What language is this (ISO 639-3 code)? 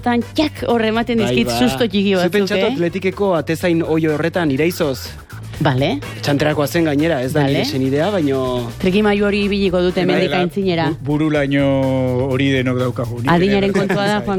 eus